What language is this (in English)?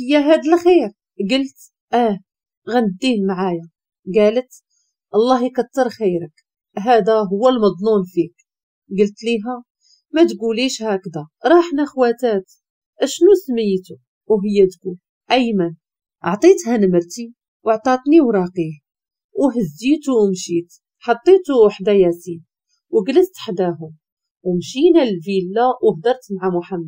Moroccan Arabic